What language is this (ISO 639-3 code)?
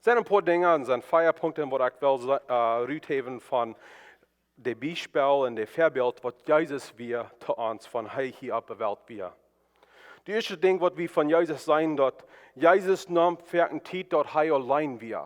pdt